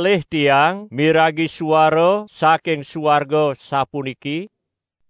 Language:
Balinese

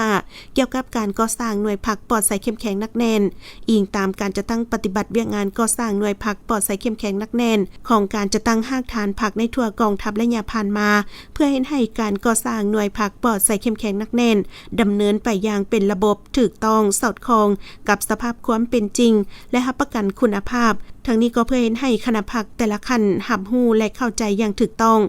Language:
Lao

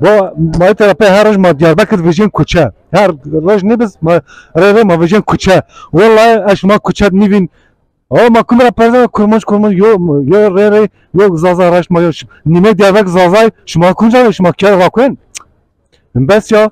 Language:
Zaza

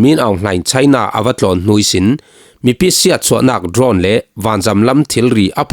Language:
Falam Chin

